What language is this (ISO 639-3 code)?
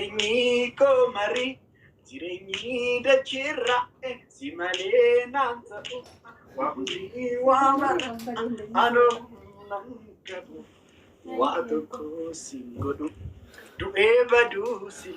orm